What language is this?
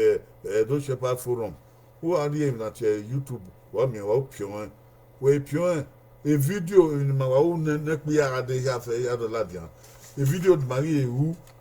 Bini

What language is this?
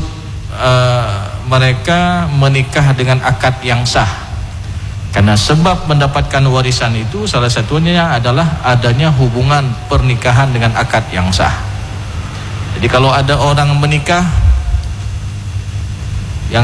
Indonesian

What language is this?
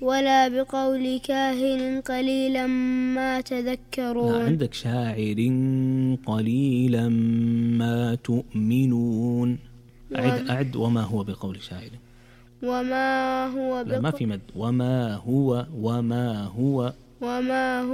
Najdi Arabic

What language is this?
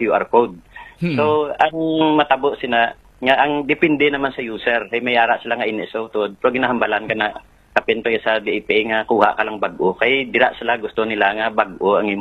Hiligaynon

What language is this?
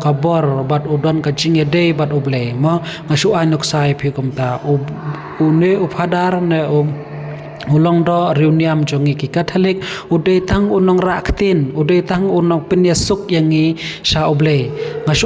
Khasi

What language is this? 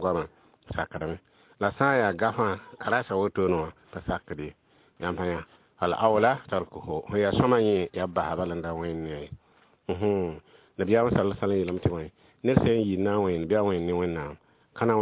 Mossi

